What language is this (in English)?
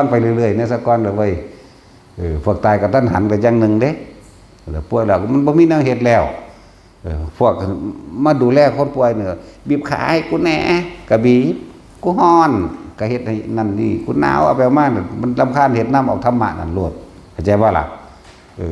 Northeastern Thai